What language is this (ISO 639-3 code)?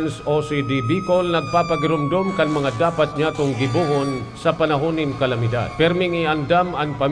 bik